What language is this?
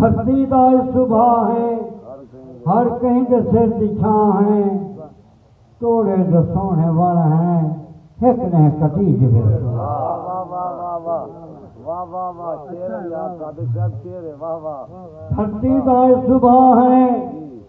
Saraiki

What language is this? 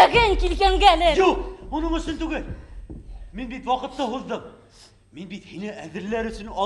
Bashkir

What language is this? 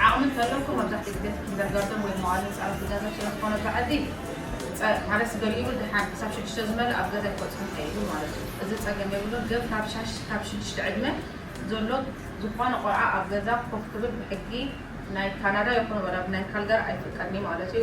Tigrinya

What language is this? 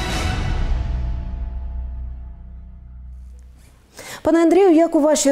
Ukrainian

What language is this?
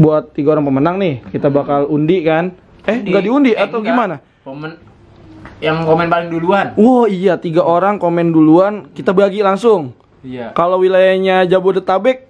Betawi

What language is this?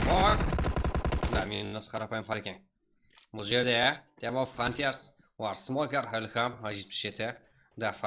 Kara-Kalpak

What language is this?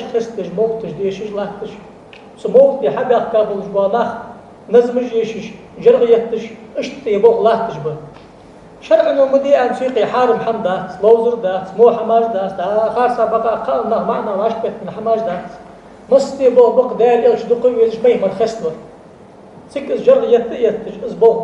Ingush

